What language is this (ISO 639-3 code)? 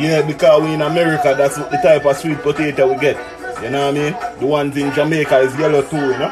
jam